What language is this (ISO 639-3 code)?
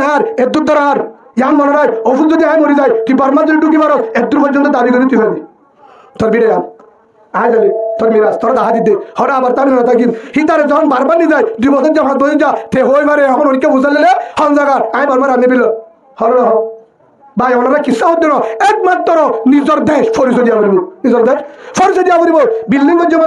rhg